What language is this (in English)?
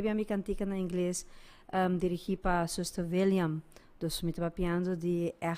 Papiamento